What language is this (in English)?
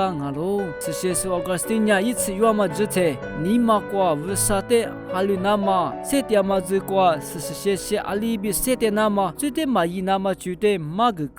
Lisu